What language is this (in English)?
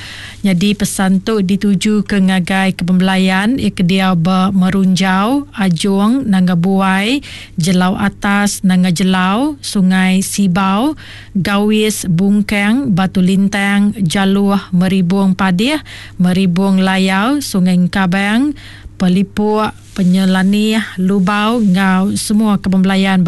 Iban